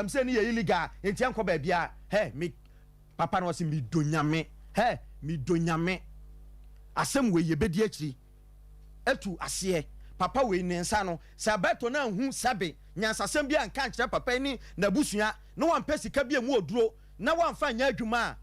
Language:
Akan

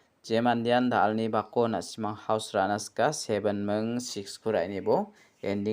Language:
Garo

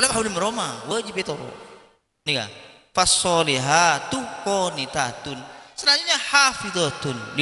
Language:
Madurese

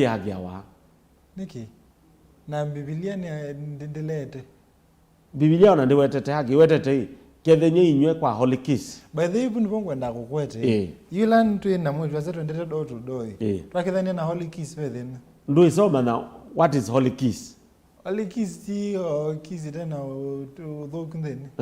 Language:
Kamba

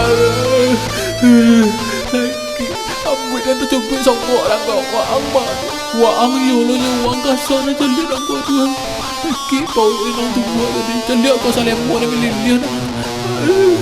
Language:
Minangkabau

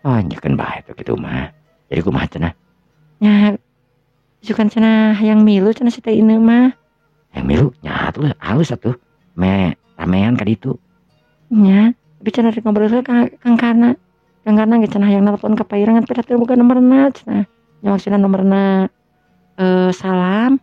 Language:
Sundanese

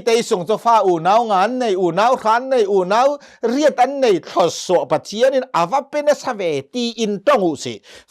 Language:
Hakha Chin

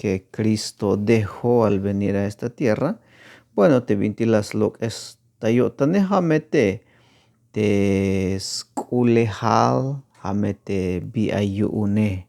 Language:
Tzeltal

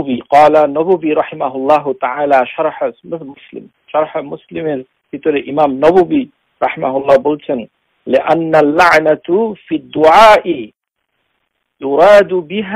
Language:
Bangla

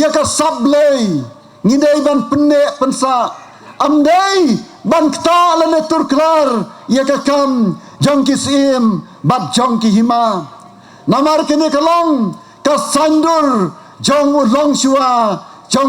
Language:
Khasi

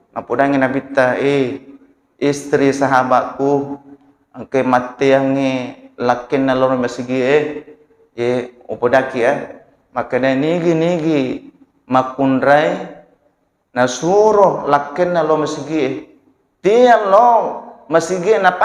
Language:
Buginese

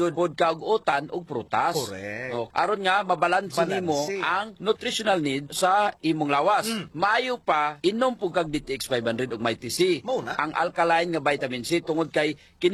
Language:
Cebuano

